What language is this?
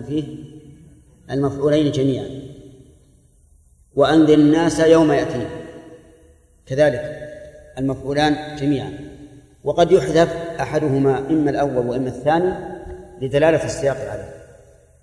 Arabic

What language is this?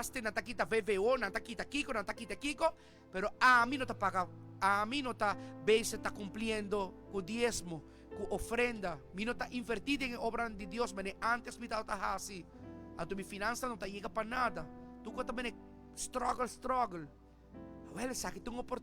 Papiamento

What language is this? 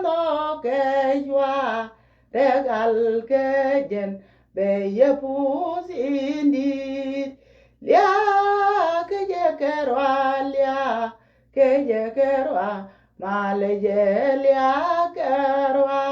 Nuer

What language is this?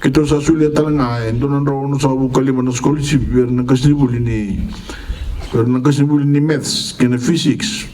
Fijian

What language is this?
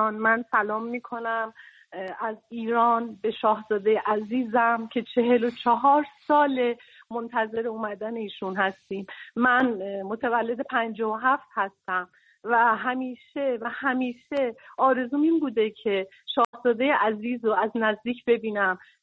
Persian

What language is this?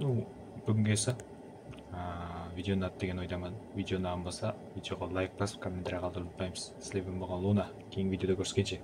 Kara-Kalpak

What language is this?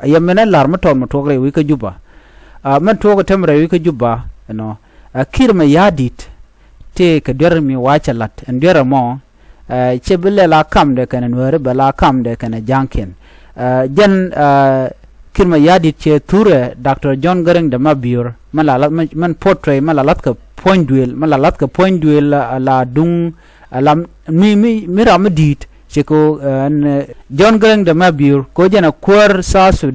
Nuer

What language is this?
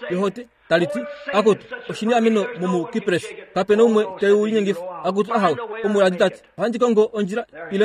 Kuanyama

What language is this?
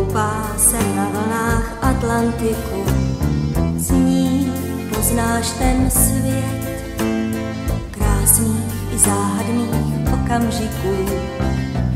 Czech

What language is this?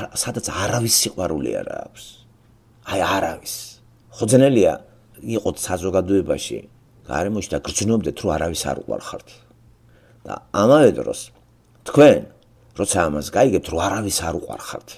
Georgian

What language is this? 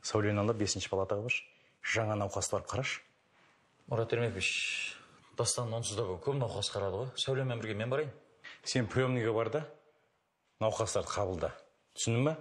Kazakh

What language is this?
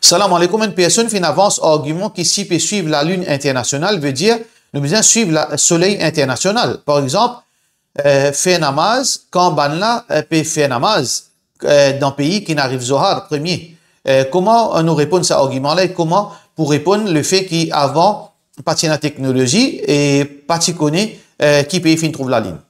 Morisyen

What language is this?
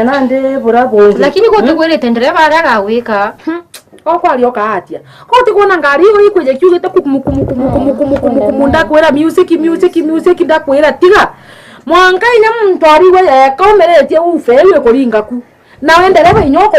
Meru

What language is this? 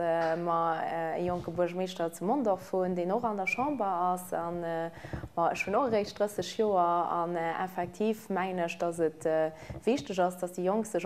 Luxembourgish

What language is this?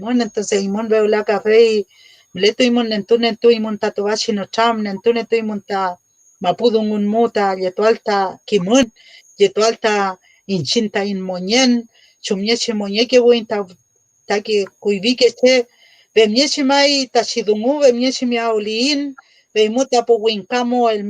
Mapuche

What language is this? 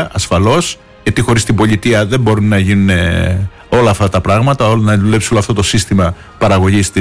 Greek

